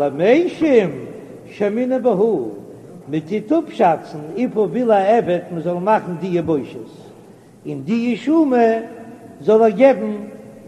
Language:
Yiddish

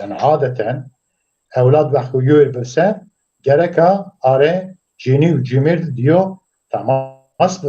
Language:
Zaza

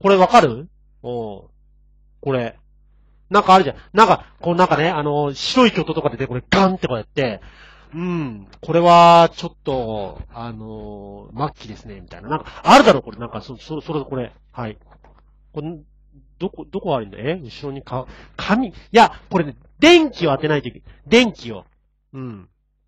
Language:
Japanese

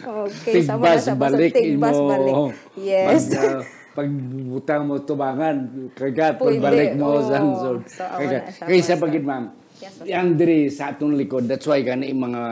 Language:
Hiligaynon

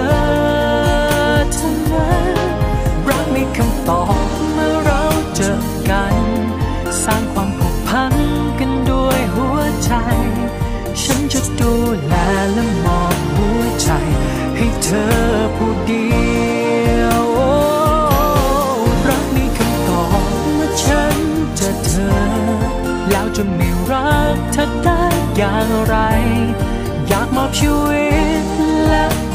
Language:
Thai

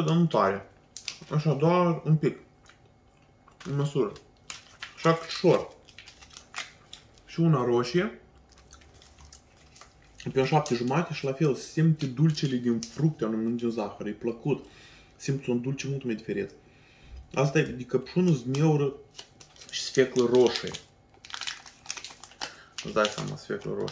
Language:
Romanian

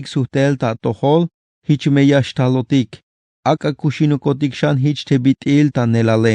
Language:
Tzeltal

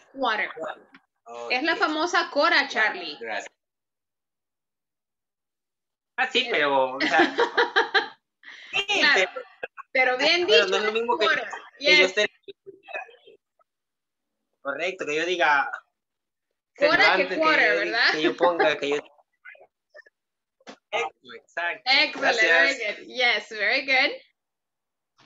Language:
Spanish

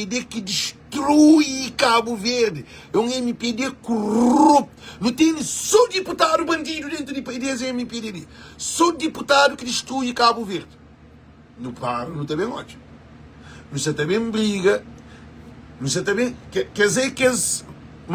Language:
Kabuverdianu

